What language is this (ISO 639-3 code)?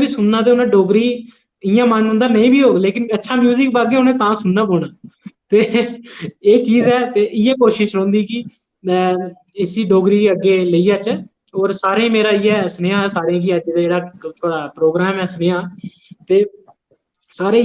doi